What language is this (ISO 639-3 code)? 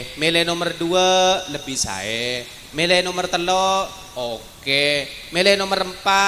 mad